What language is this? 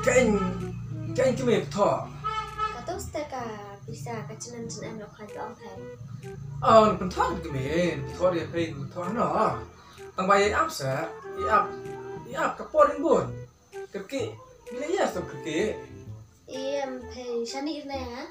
Khasi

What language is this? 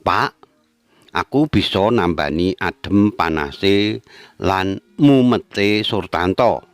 Javanese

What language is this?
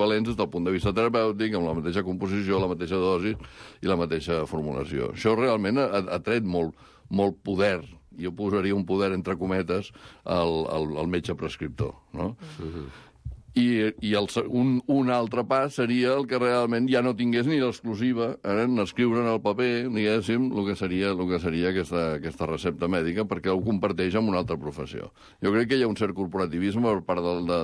Catalan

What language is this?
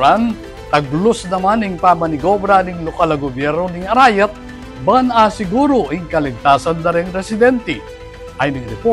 Pampanga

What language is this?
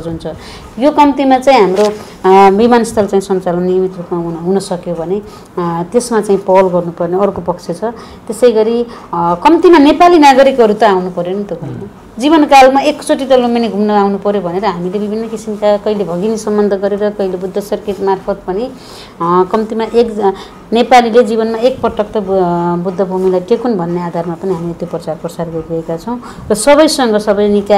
Nepali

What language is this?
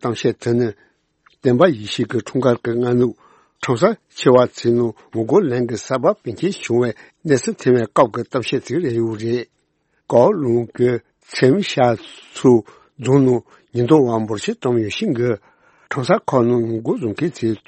Tibetan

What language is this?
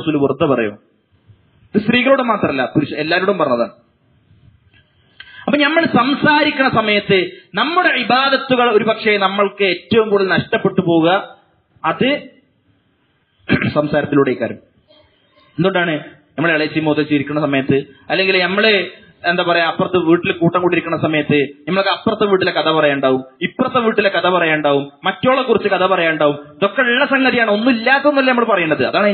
Malayalam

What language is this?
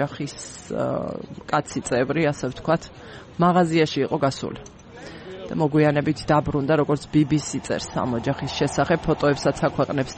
Georgian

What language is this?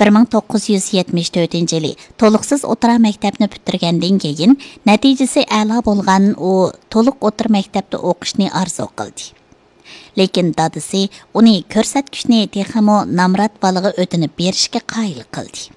Uyghur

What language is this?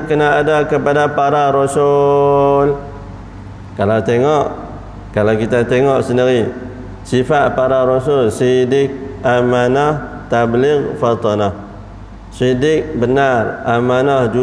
Malay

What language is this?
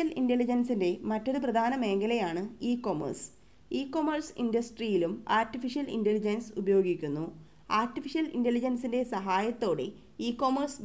Malayalam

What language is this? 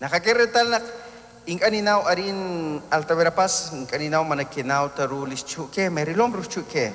Kekchí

